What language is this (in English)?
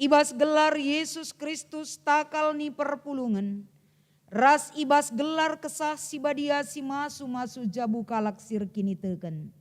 Batak Karo